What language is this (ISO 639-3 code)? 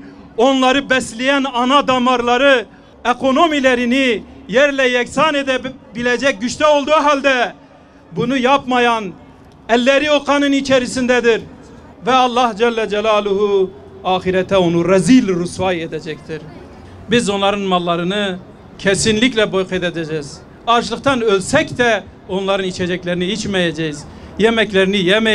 tur